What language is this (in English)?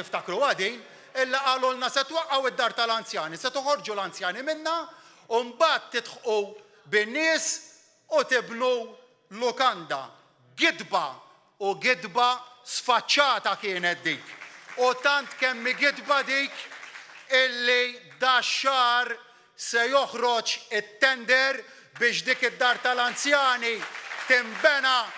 Maltese